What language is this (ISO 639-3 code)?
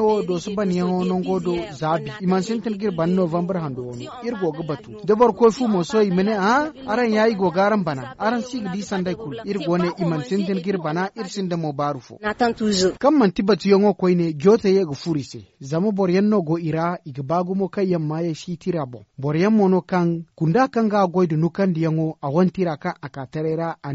dje